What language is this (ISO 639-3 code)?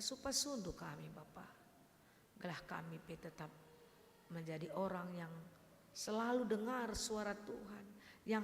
btx